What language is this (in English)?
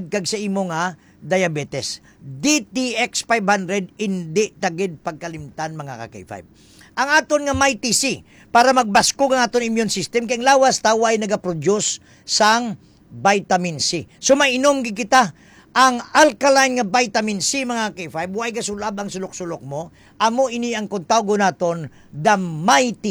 Hiligaynon